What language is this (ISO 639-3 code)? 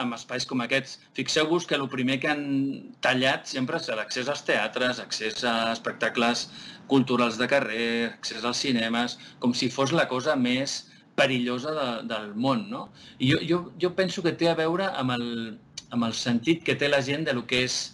cat